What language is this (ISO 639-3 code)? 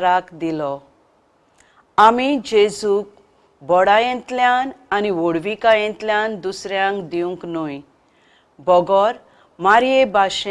kok